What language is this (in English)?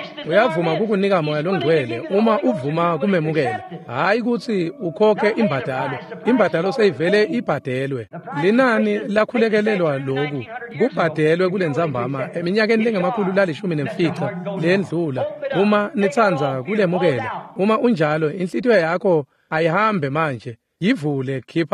Swati